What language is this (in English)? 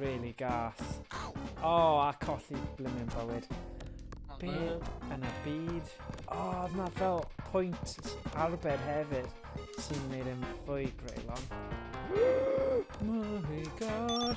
Welsh